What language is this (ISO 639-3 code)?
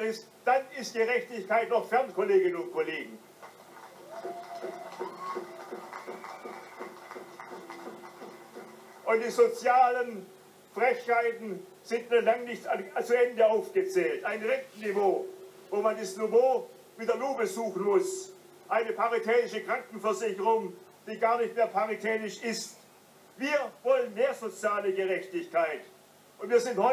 deu